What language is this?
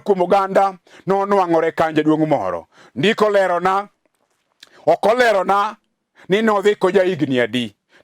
Luo (Kenya and Tanzania)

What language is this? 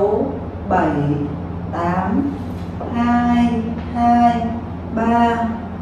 Vietnamese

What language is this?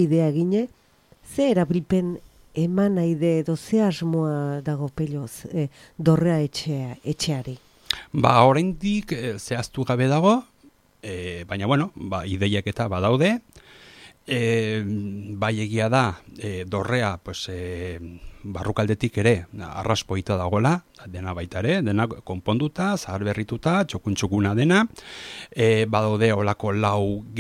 Basque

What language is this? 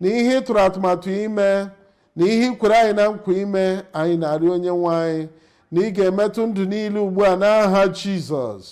Igbo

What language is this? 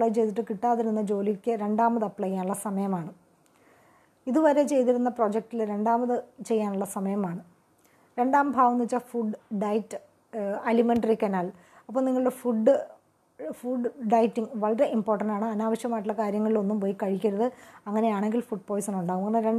Malayalam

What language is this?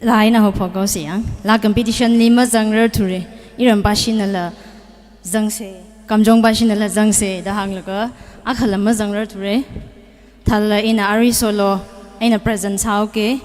Tangkhul Naga (India)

